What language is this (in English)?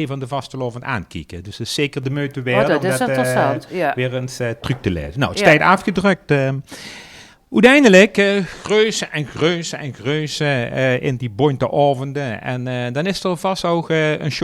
Limburgish